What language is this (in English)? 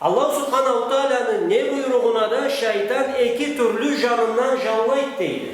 Karachay-Balkar